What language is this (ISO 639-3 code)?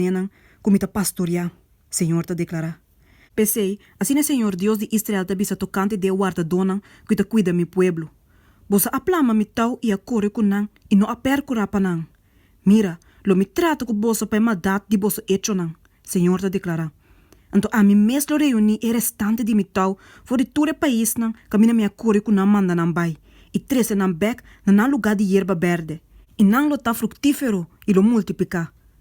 pap